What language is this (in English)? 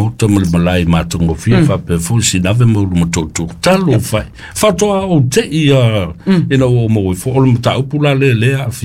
Samoan